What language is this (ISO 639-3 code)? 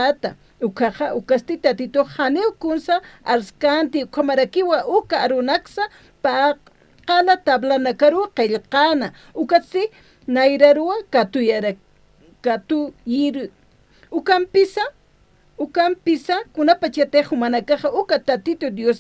aym